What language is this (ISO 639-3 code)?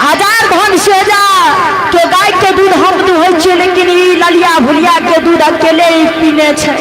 mai